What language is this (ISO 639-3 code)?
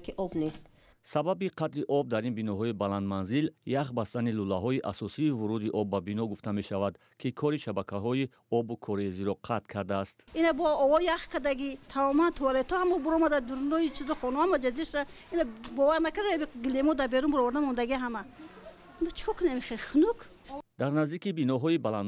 tgk